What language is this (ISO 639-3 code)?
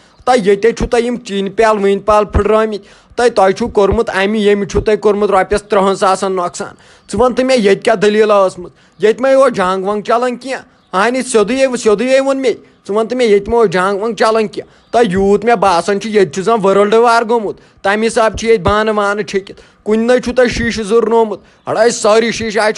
kas